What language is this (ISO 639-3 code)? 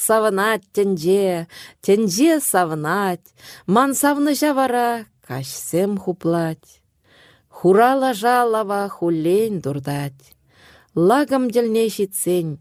chv